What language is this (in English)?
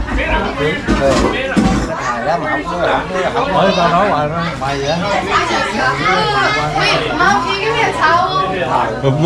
Vietnamese